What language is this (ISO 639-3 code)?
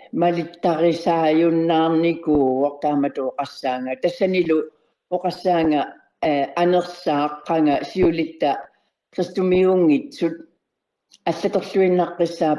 kal